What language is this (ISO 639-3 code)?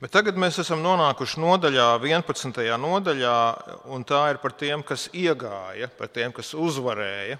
lav